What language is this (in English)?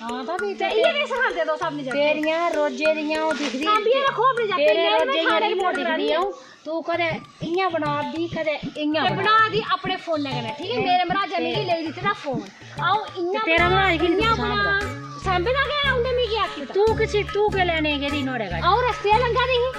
Dogri